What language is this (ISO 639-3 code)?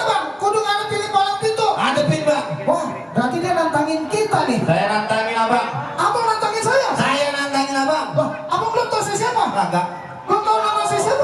bew